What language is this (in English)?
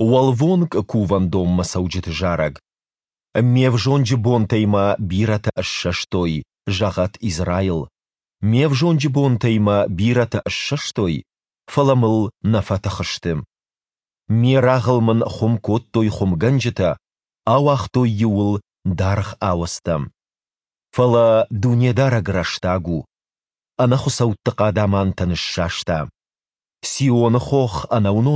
Ossetic